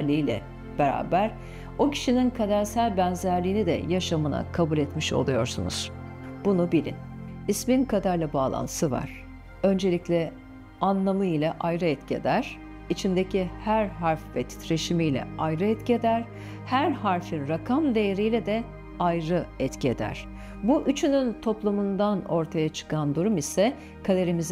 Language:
Turkish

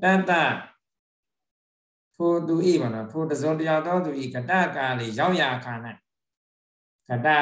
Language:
Burmese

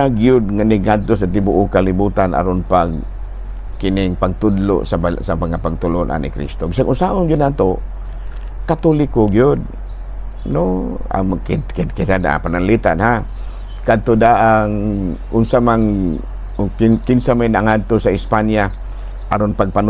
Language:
Cebuano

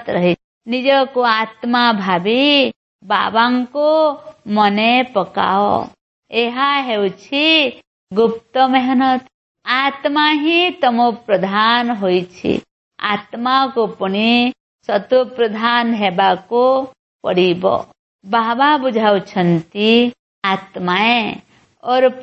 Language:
Odia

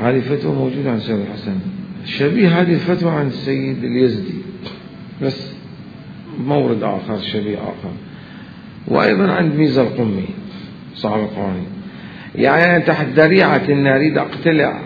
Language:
Mesopotamian Arabic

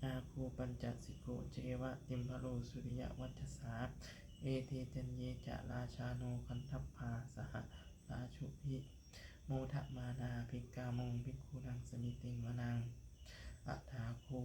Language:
Pali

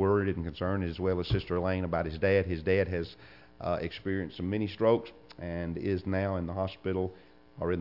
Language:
English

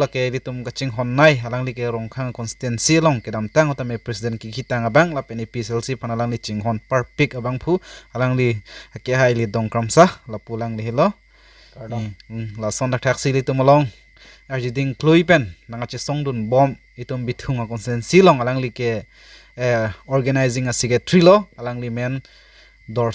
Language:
Karbi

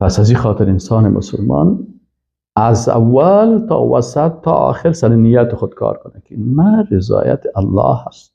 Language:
Persian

